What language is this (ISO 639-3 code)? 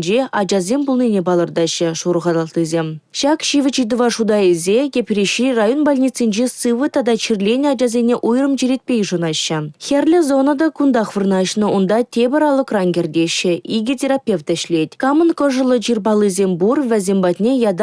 chv